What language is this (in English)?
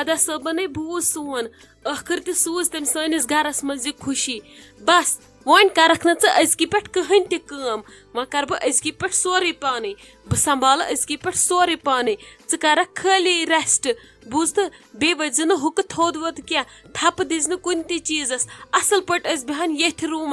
Kashmiri